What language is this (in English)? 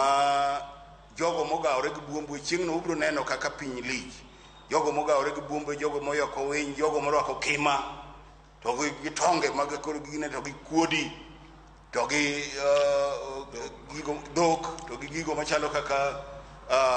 Luo (Kenya and Tanzania)